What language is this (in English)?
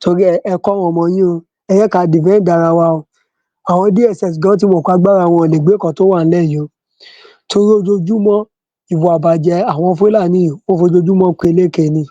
Yoruba